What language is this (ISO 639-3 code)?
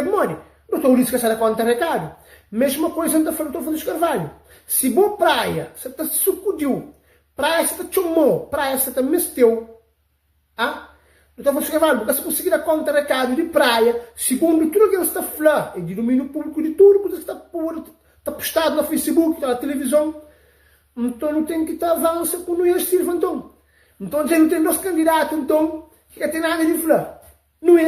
kea